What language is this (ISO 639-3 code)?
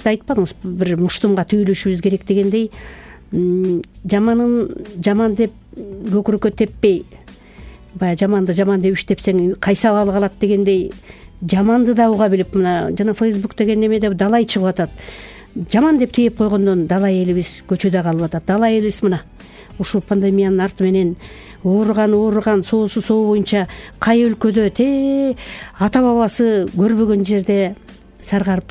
kir